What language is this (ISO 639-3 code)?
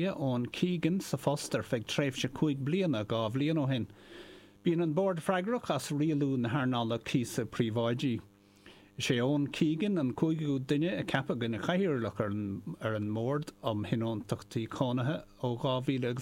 gle